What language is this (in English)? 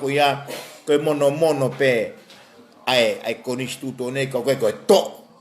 Tongan